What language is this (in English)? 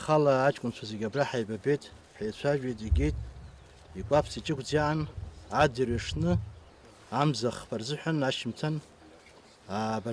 Abkhazian